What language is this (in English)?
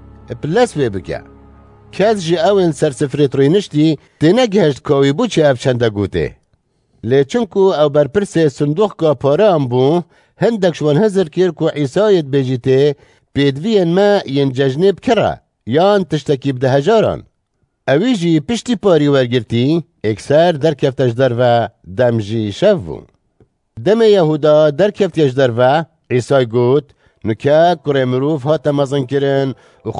Kurdish